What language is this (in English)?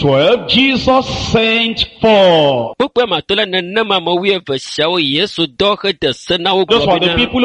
Ewe